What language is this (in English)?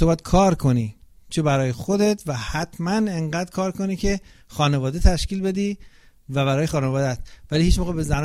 Persian